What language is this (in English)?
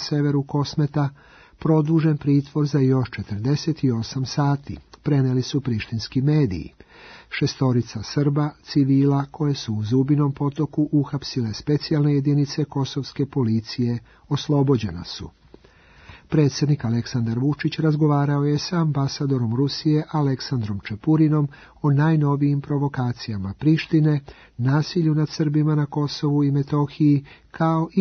Serbian